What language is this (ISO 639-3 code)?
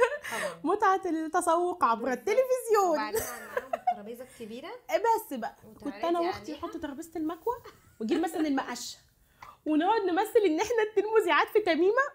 arz